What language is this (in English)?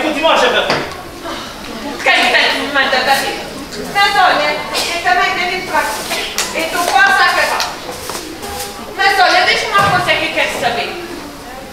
Portuguese